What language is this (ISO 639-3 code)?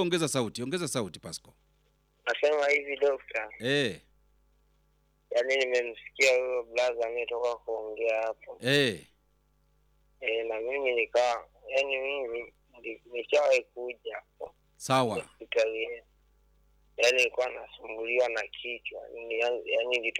swa